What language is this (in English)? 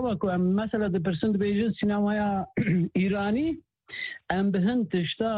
Kurdish